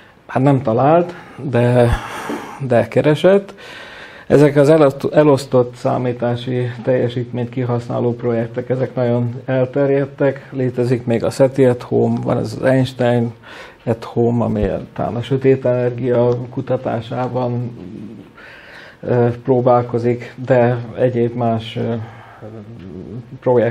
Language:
Hungarian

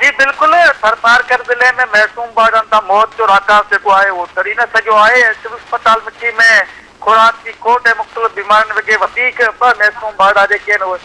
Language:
Sindhi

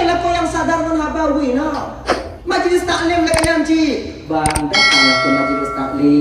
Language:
Achinese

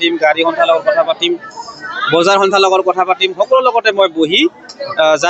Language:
Assamese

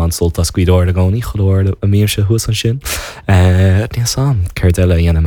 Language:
Irish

